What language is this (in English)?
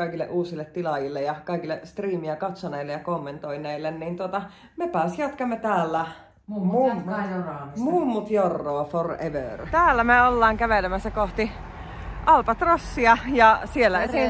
Finnish